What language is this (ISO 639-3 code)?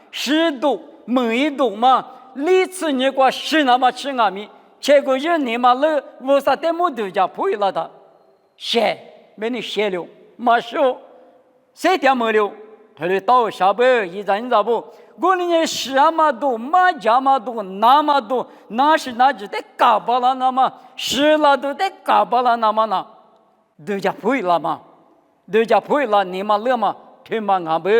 lis